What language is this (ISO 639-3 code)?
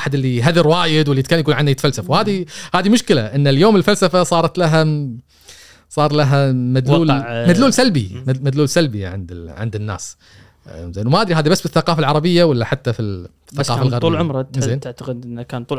afb